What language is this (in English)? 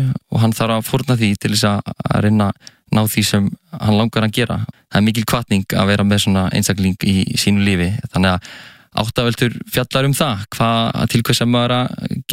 Icelandic